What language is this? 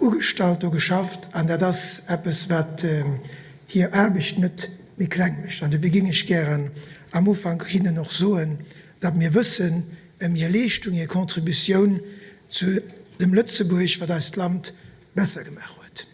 Luxembourgish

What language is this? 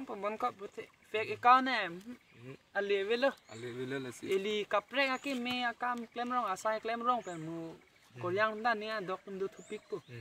Karbi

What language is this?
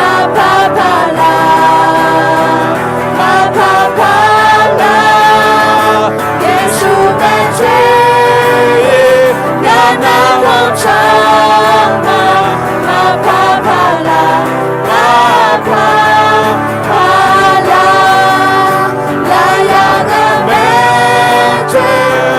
Akha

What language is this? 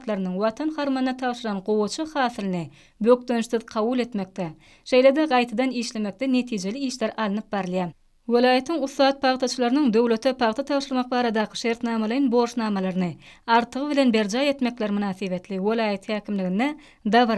Turkmen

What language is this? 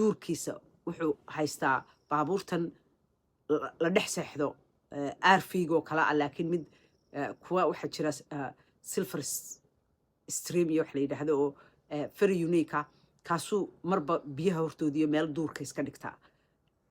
Somali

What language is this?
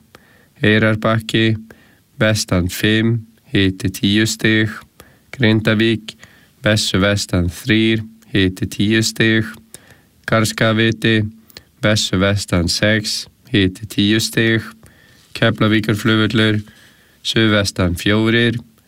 Icelandic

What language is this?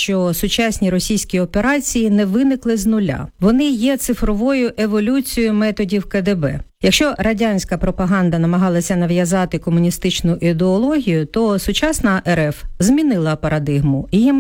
Ukrainian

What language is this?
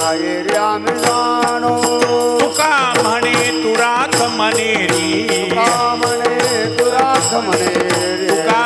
Marathi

